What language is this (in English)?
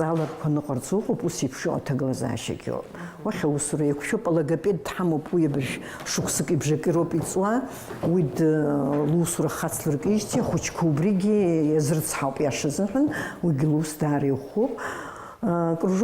Abkhazian